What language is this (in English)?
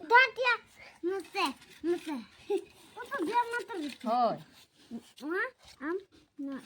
Santali